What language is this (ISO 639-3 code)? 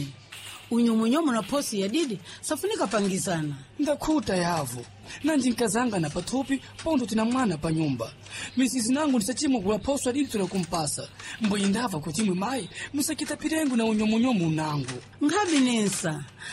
seh